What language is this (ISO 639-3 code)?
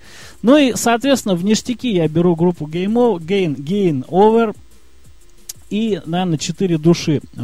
rus